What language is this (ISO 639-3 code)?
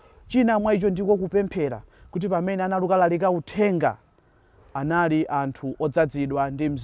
nya